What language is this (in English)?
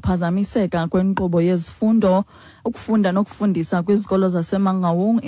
Xhosa